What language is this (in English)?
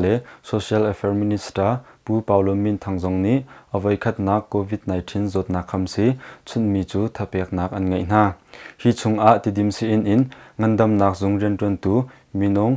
Hakha Chin